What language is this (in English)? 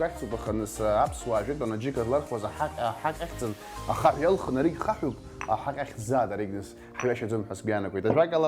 Abkhazian